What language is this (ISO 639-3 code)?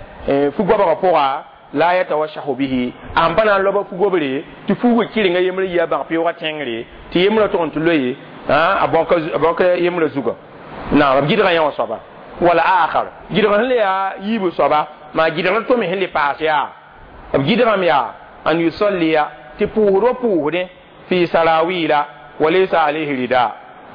mos